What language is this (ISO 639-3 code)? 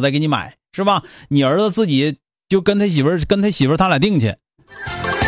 zho